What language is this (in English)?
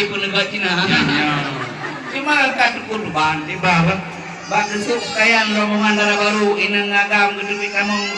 Achinese